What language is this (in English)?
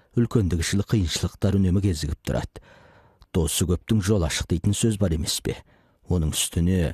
Kazakh